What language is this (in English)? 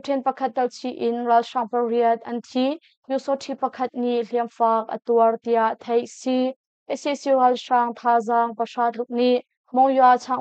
Hakha Chin